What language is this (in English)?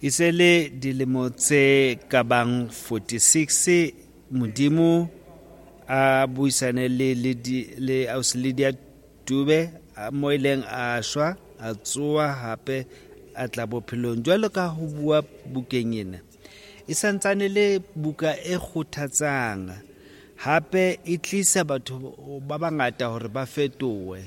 Southern Sotho